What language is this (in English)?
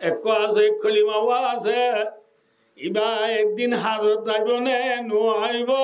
Rohingya